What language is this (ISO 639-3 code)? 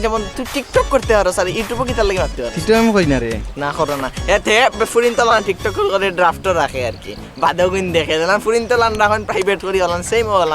syl